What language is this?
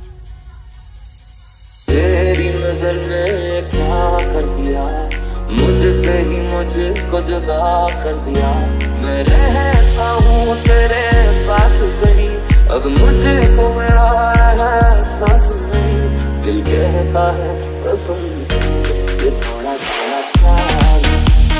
Hindi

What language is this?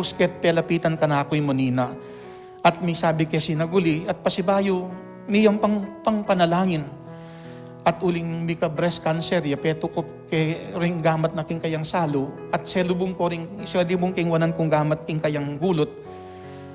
Pampanga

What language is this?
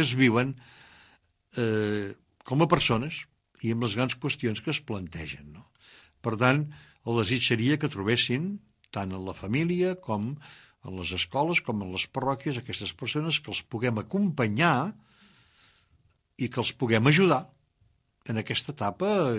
Catalan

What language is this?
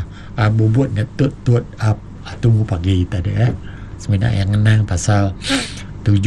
Malay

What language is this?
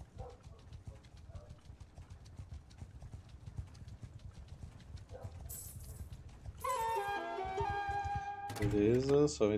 Portuguese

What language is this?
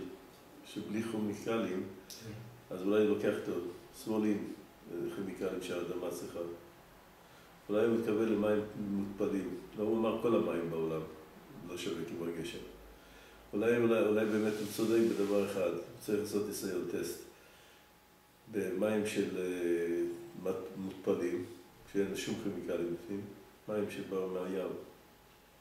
Hebrew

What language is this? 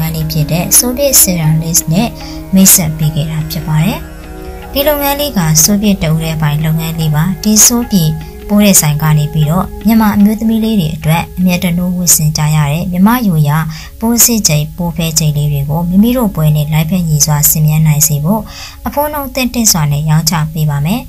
Burmese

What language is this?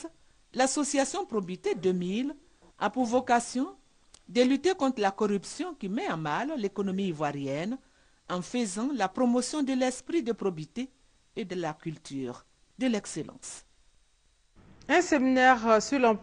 French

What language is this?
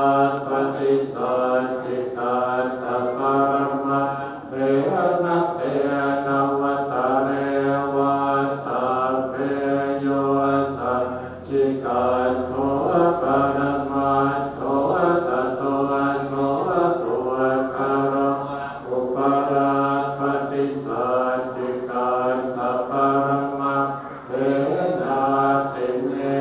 Pali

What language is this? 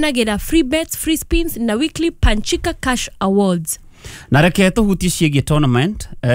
Kikuyu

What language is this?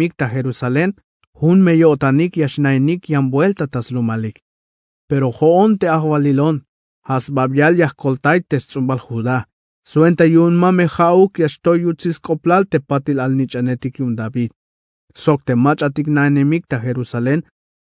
Tzeltal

